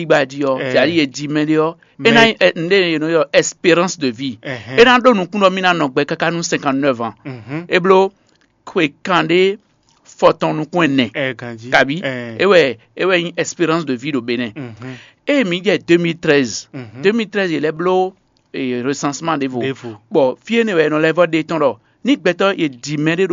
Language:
Fon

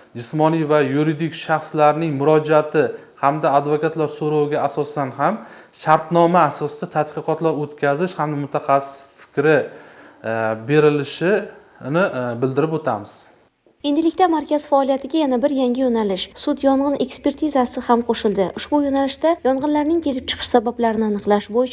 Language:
Uzbek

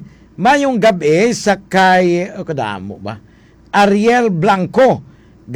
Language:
Hiligaynon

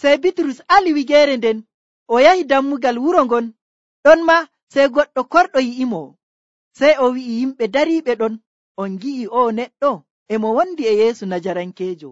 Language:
Nigerian Fulfulde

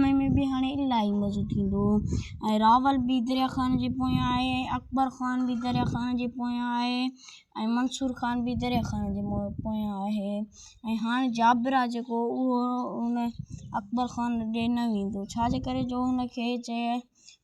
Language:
Sindhi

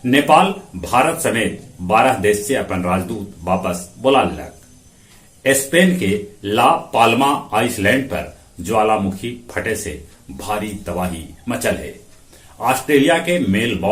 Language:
Magahi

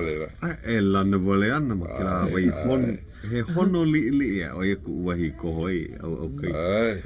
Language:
Hawaiian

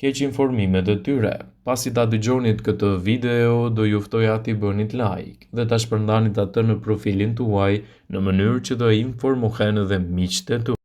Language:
Albanian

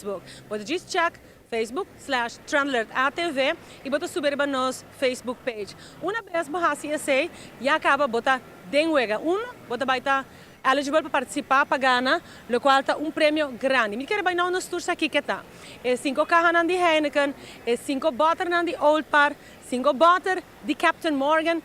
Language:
Papiamento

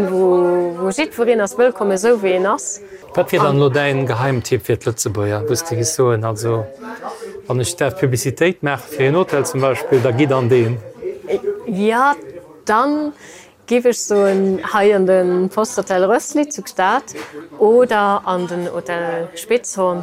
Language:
Luxembourgish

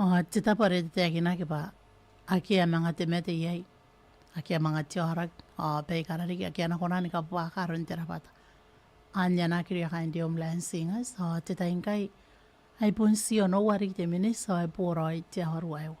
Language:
Gilbertese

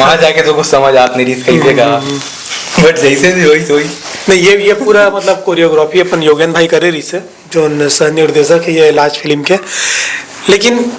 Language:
Chhattisgarhi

